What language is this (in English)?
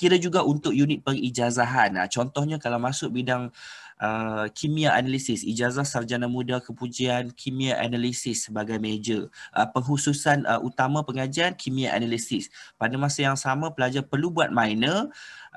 Malay